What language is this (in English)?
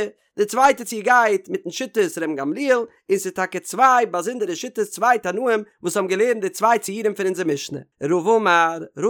Yiddish